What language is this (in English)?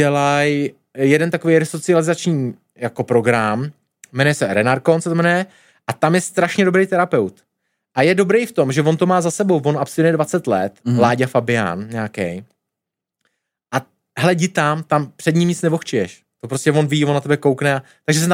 Czech